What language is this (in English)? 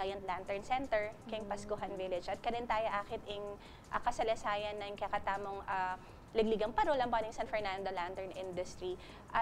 Pampanga